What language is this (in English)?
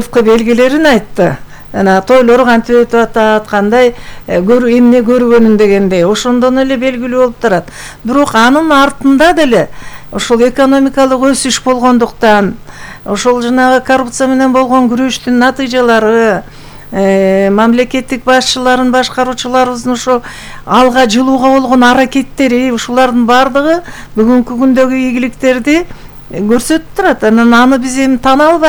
Kyrgyz